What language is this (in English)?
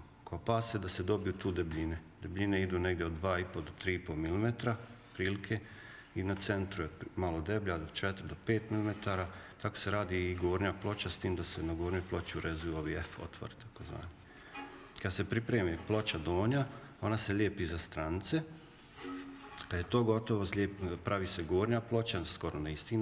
Croatian